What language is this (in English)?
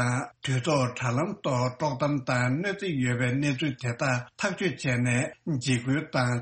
Tibetan